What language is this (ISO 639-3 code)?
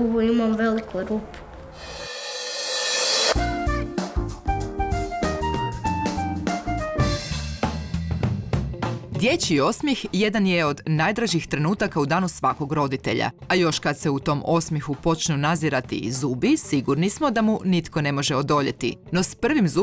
hrv